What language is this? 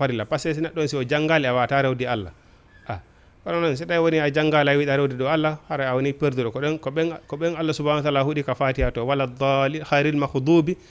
Fula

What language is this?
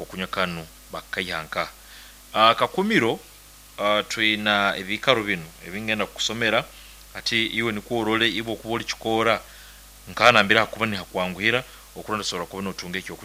Nyoro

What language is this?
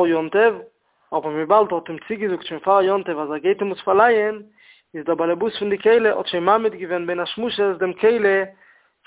Yiddish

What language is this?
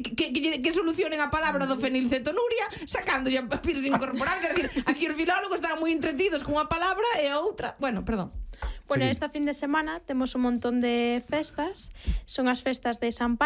Galician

